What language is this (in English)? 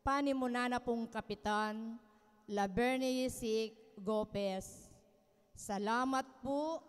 Pampanga